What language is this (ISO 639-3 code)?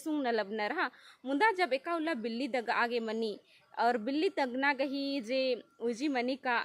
kru